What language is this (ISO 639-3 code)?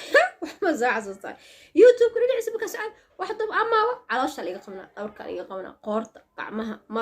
som